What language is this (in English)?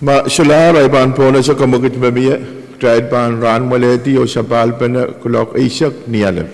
Pohnpeian